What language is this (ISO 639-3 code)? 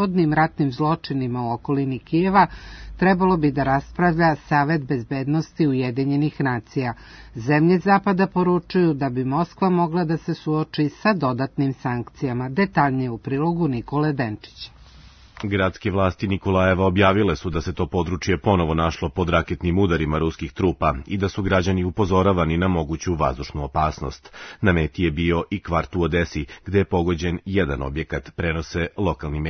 srp